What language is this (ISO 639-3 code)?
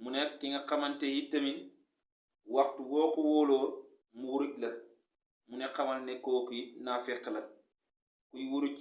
wol